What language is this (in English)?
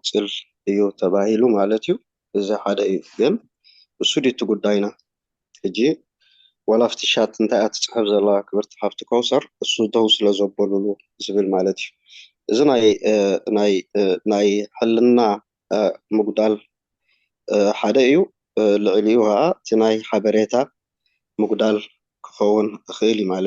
Tigrinya